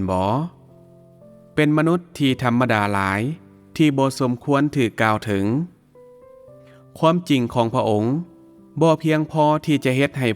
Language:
Lao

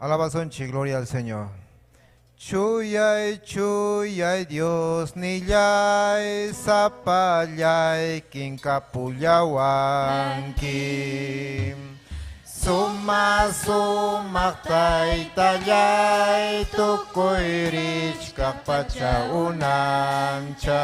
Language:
Ayacucho Quechua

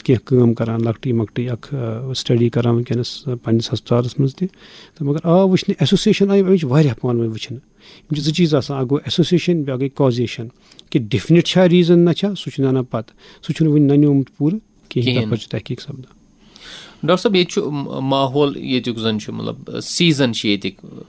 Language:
Kashmiri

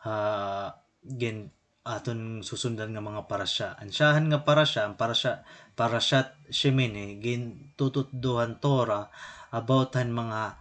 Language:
Waray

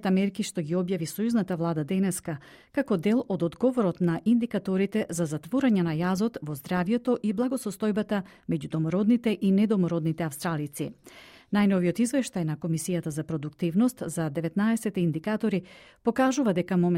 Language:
Macedonian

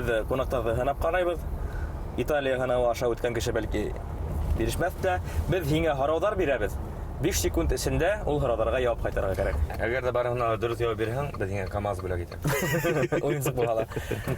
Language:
Bashkir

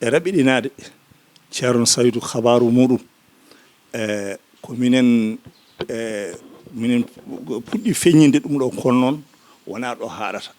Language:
Fula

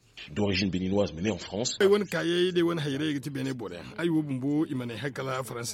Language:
Zarma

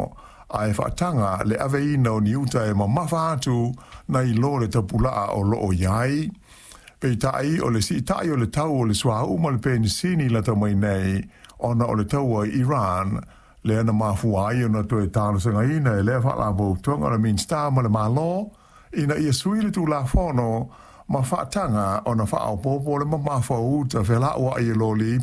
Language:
Samoan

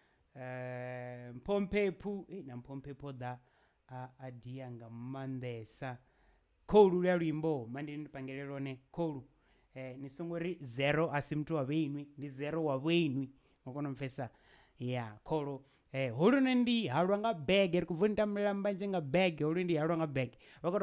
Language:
Venda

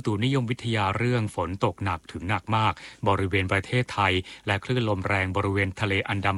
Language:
Thai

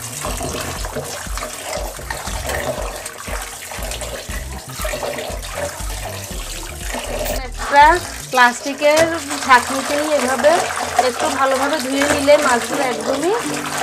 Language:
Bangla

